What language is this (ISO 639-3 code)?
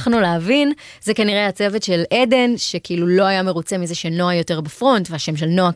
heb